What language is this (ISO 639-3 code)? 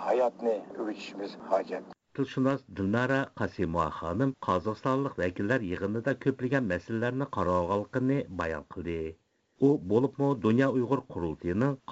uig